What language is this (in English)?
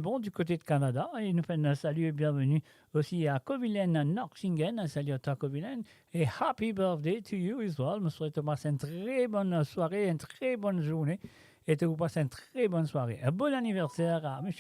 Morisyen